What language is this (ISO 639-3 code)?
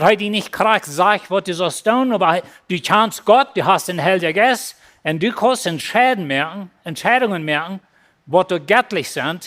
pdt